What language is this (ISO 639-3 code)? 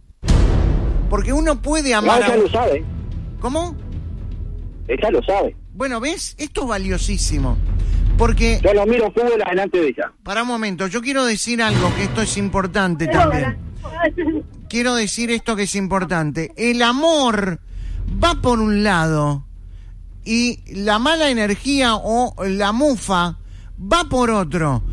spa